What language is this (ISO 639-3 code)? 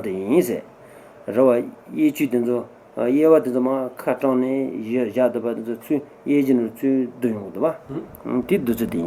bod